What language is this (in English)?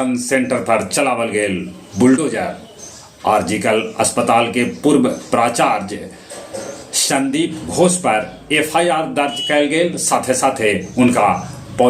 Magahi